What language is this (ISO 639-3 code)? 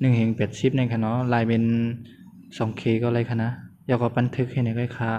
shn